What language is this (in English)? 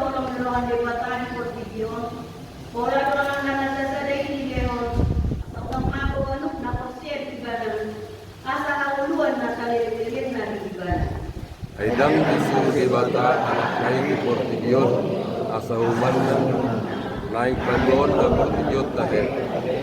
Batak Toba